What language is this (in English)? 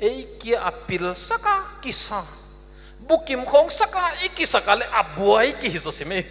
Paite Chin